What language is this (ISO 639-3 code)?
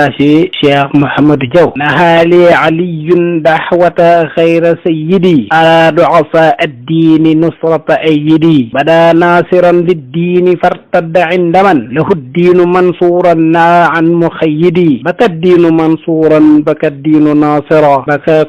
wol